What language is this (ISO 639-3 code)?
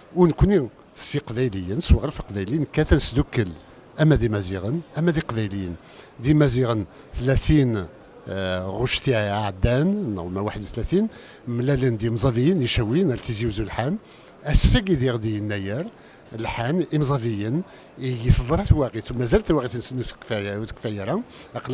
kab